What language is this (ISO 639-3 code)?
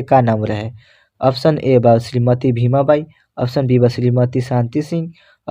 bho